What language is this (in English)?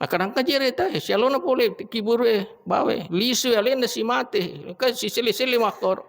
Buginese